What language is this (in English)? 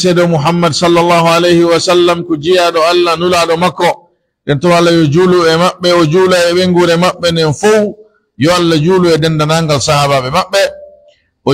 Pular